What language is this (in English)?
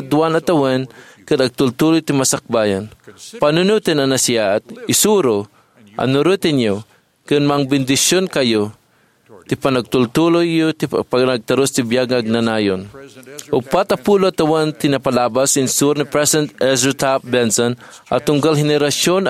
Iloko